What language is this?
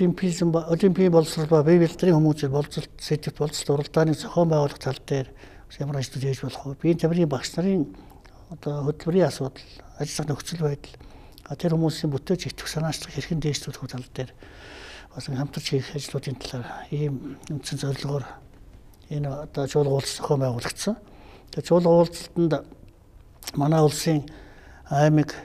Mongolian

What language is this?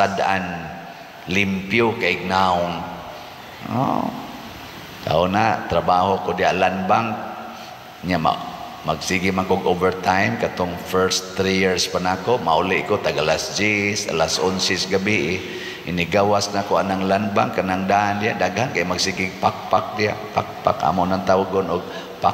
Cebuano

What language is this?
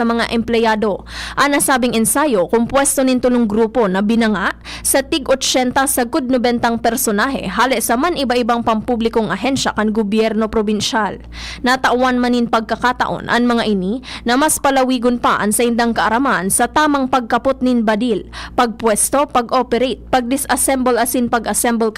Bikol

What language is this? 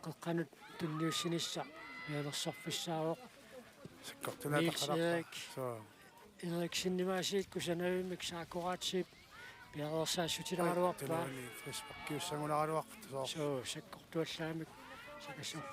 Kalaallisut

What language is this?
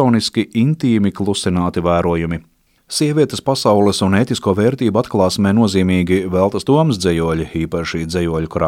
Latvian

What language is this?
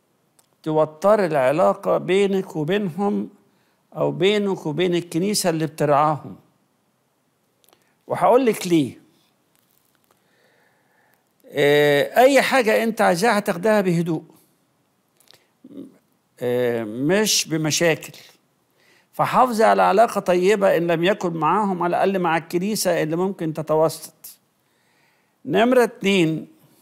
Egyptian Arabic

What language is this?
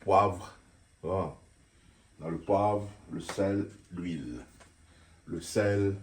Réunion Creole French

